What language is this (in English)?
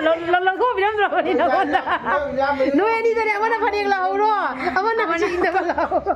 Manipuri